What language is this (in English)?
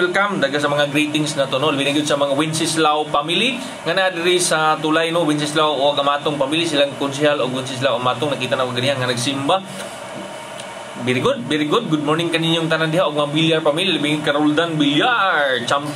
Cebuano